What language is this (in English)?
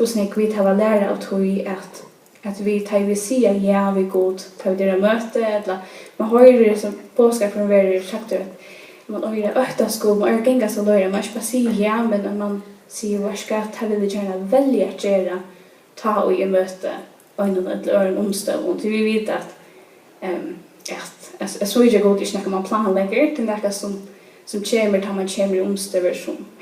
Faroese